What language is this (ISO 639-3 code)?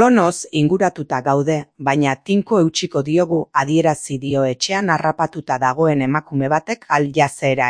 eus